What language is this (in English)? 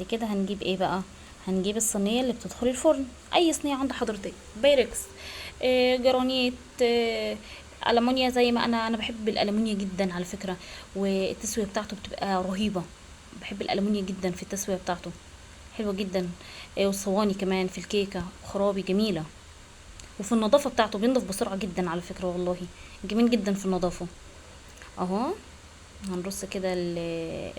Egyptian Arabic